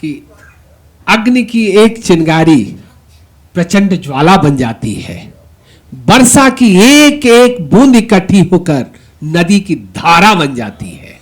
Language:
Maithili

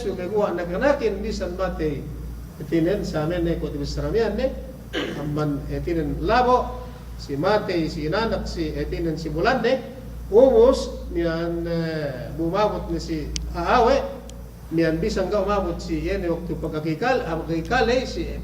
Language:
Yakan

